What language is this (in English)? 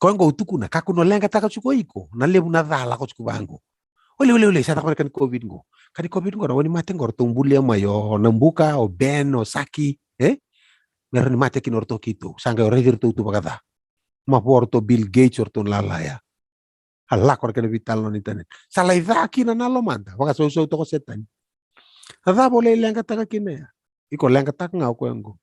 Fijian